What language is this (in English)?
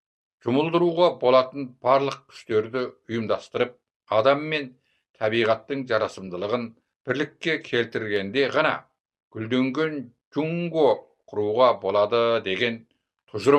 Kazakh